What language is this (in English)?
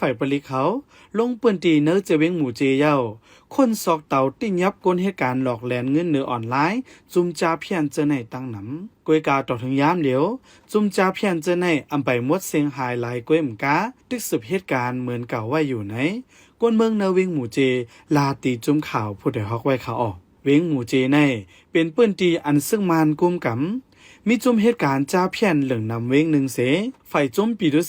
Shan